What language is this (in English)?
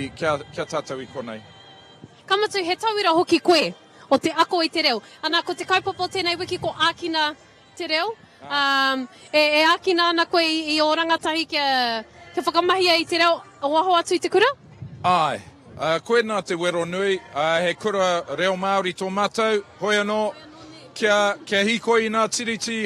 Māori